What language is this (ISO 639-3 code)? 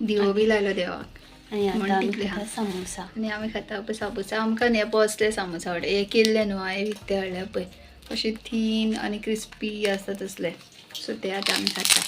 kok